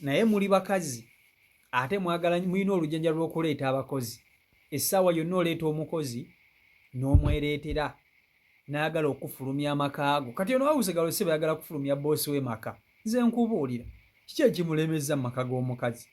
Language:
Ganda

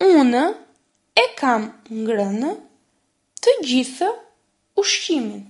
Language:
Albanian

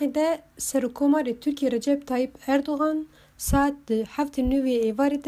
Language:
Kurdish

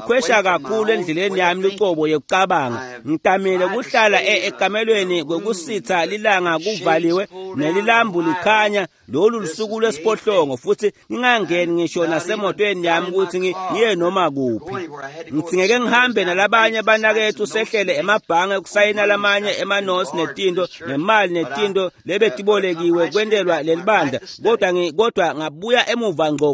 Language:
Swati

